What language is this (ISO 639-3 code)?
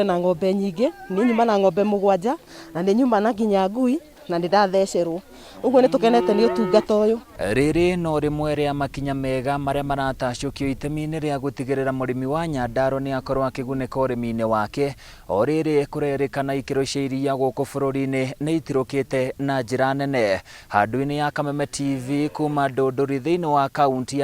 kik